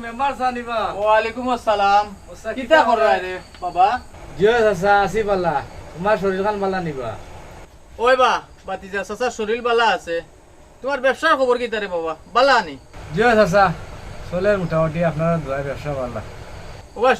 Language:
Sylheti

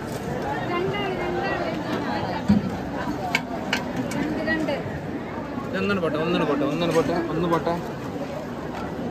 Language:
Malayalam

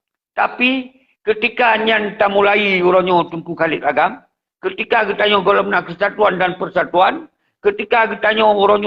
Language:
Achinese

